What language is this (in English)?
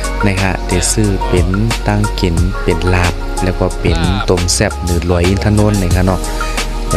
Shan